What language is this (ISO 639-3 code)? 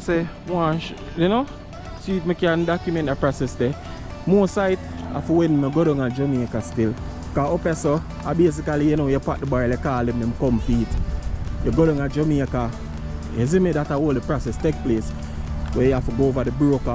jam